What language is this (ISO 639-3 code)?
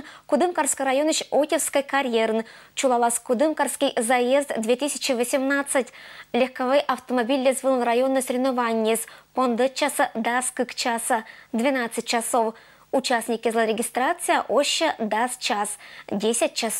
koi